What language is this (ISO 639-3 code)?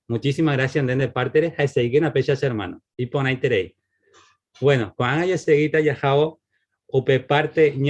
grn